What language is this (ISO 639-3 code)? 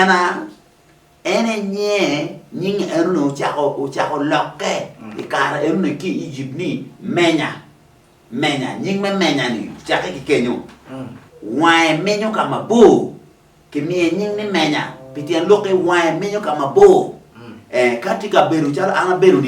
ach